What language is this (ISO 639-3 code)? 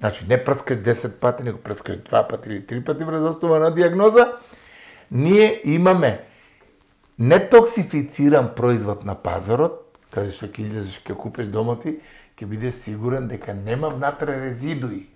mkd